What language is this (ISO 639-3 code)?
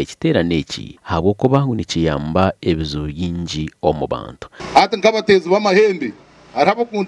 swa